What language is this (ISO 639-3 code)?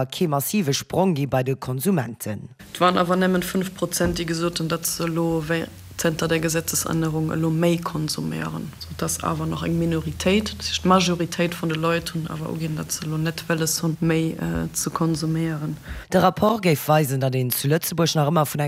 ltz